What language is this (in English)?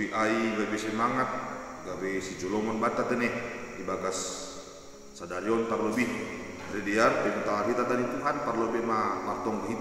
Batak Simalungun